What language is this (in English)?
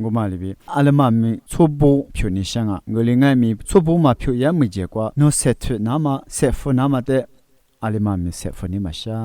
Lisu